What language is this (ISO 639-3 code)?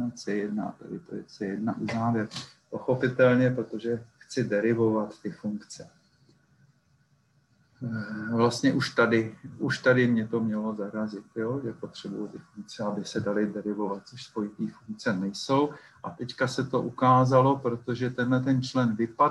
ces